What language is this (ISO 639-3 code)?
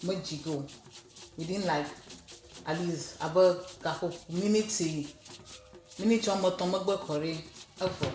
ewe